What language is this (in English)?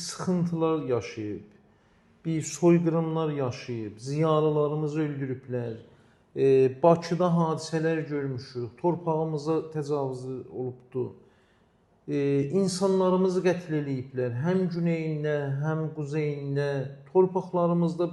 Azerbaijani